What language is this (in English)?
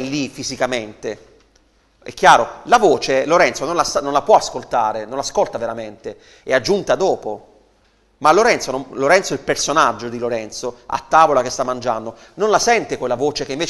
Italian